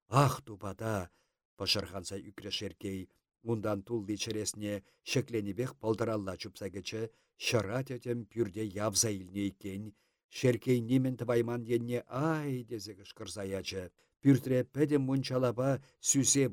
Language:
Chuvash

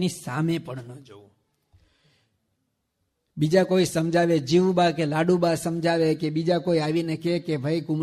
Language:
Gujarati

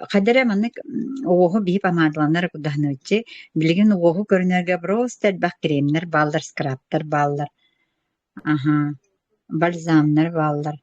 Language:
Yakut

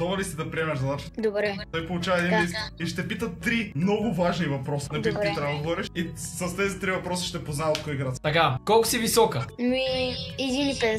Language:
Bulgarian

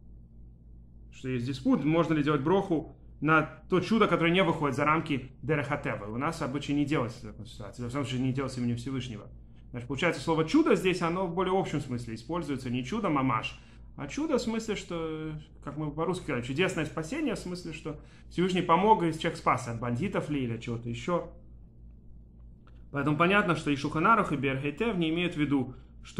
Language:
Russian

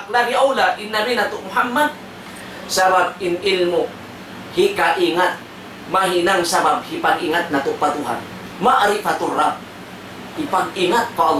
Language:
Tausug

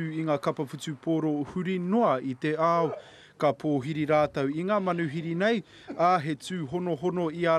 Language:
Māori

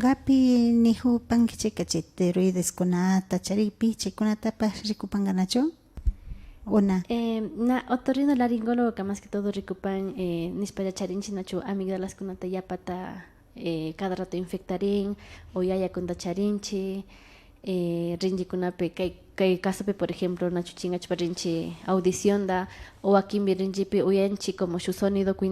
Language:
Imbabura Highland Quichua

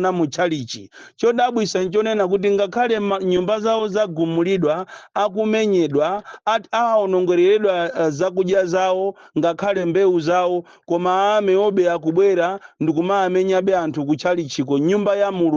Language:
Nyanja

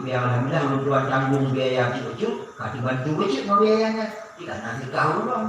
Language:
Achinese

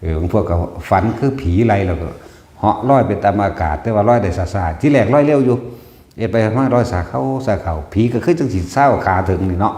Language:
Northeastern Thai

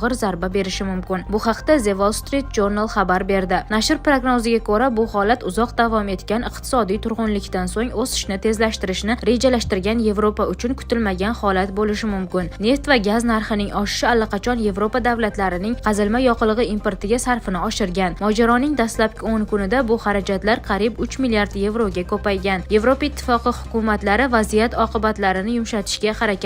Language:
Uzbek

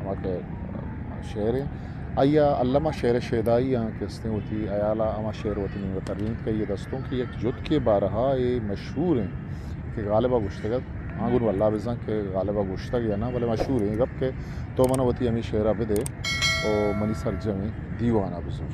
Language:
Baluchi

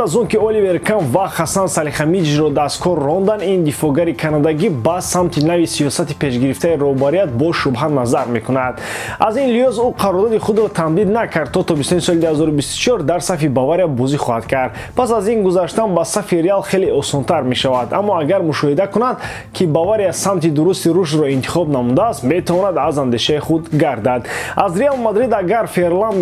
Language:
Tajik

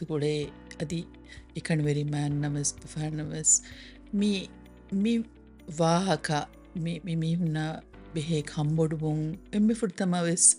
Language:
Divehi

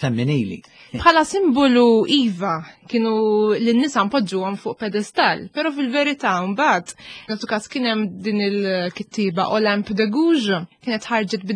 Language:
Maltese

